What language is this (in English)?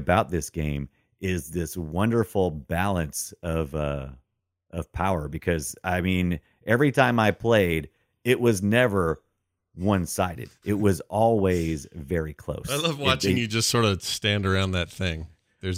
English